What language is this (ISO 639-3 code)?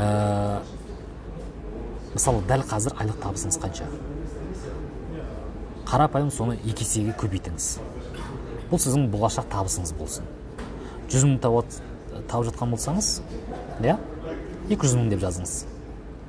kaz